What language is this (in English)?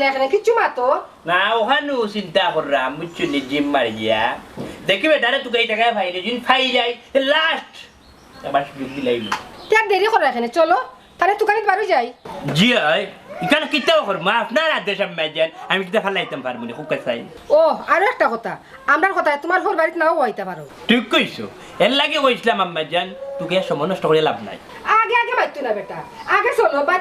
Sylheti